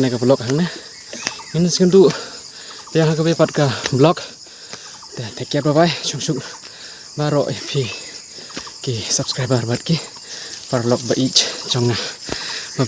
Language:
Khasi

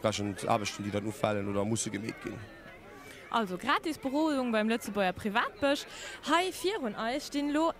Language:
Luxembourgish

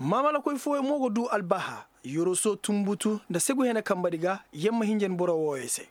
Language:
Koyraboro Senni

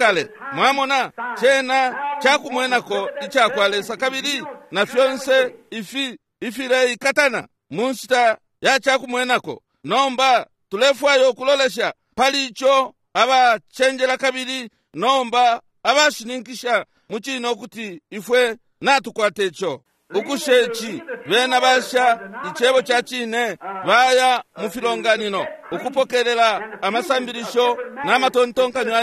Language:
Bemba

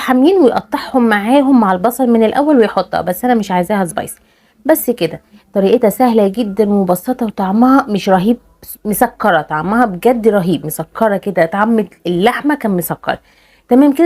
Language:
Egyptian Arabic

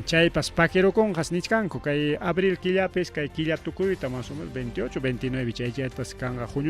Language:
Ayacucho Quechua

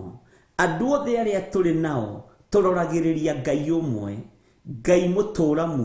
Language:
Kikuyu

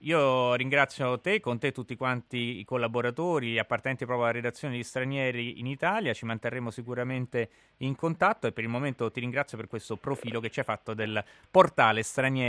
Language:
Italian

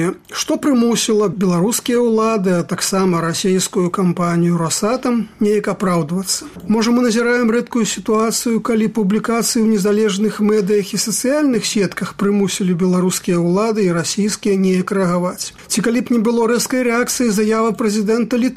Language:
Belarusian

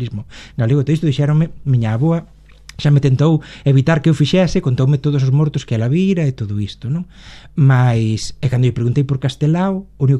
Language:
Galician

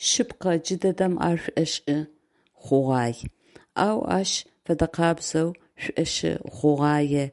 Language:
Adyghe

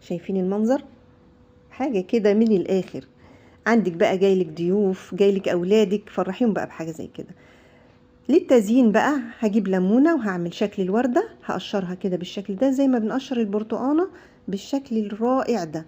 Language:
Egyptian Arabic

